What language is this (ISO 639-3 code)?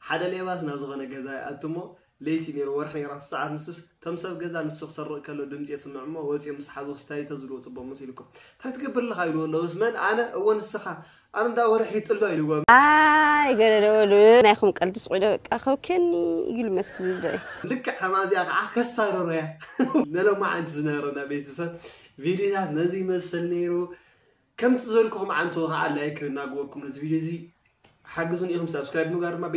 tir